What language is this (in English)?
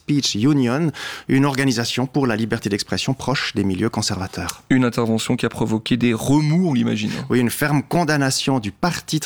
French